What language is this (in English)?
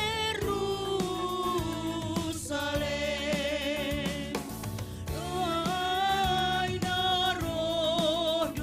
Batak Simalungun